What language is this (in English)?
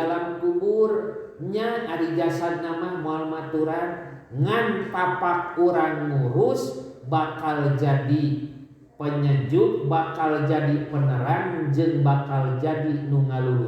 Sundanese